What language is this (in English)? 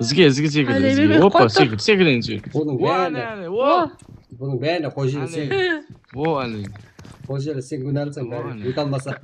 Kara-Kalpak